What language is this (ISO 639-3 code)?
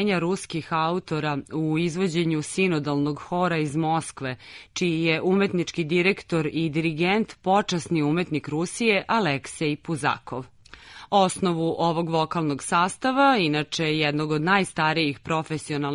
srp